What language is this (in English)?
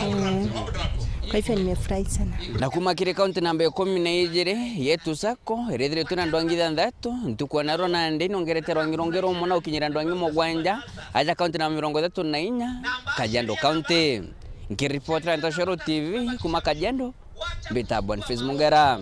Meru